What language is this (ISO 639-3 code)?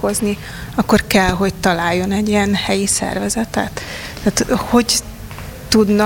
hun